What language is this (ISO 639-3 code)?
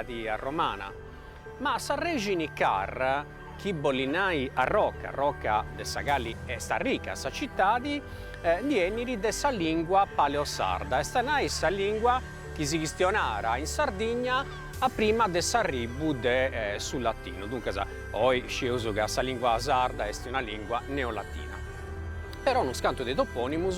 srd